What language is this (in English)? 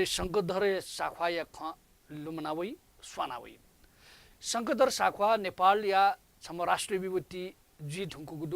Newari